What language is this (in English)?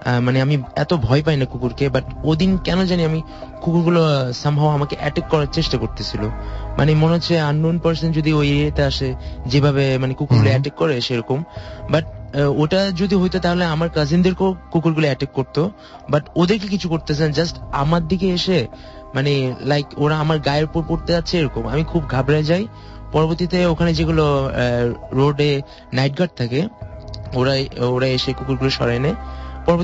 Bangla